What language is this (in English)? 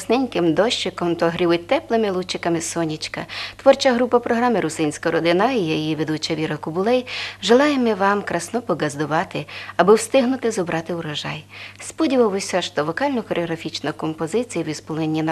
Rusyn